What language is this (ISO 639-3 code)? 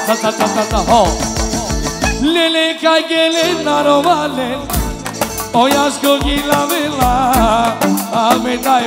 tur